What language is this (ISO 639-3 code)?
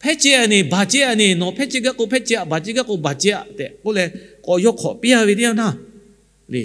lhu